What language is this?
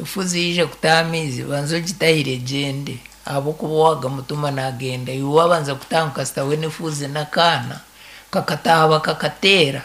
Nyankole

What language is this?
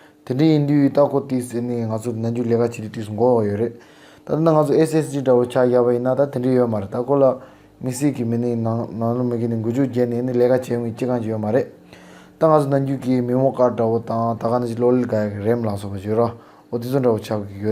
Tibetan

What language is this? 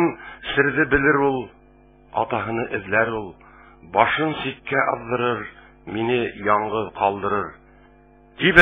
Bashkir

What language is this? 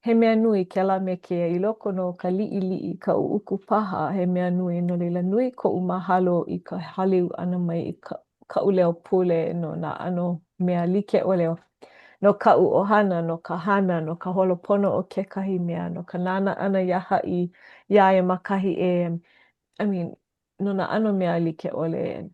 Hawaiian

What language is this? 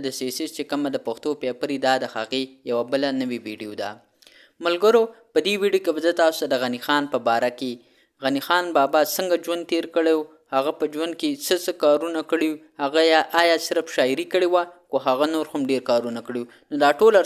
Pashto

